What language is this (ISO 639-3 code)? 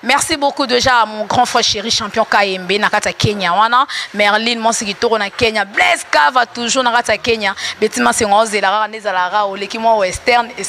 lin